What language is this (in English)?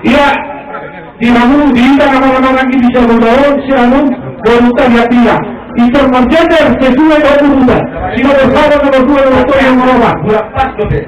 Batak Toba